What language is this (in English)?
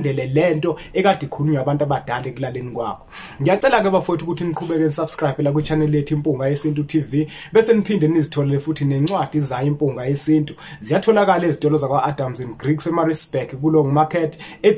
Zulu